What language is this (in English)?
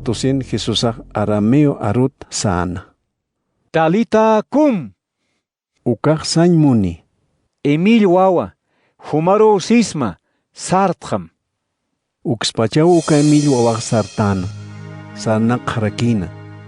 Aymara